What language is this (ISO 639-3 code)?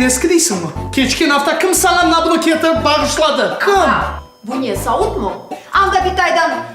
crh